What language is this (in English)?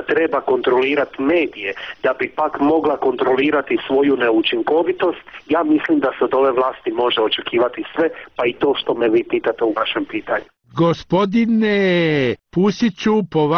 Croatian